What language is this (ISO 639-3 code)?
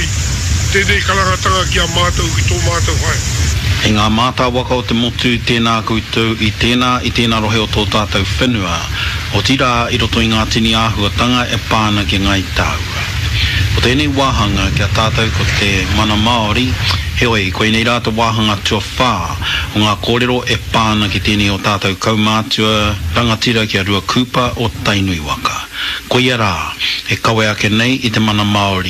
mri